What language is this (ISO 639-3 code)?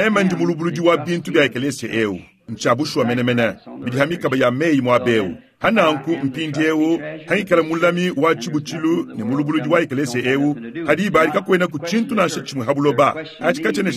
lua